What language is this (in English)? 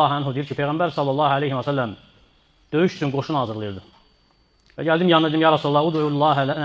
Azerbaijani